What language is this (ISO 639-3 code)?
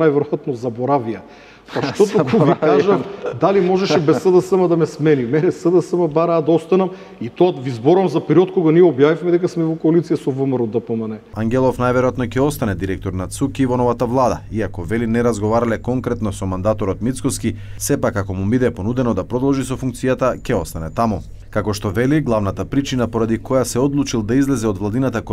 mkd